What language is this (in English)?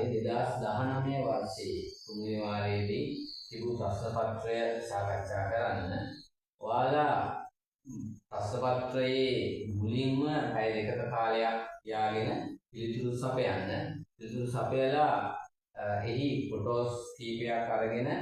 Sinhala